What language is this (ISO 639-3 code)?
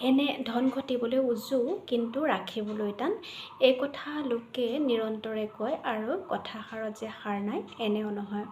asm